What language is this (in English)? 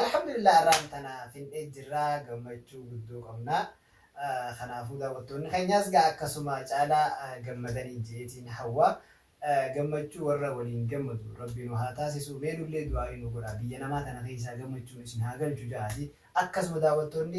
Oromo